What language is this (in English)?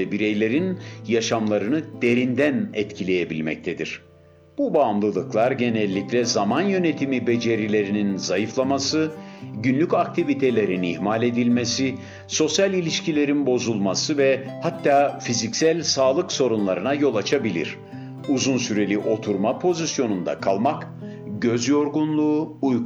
Turkish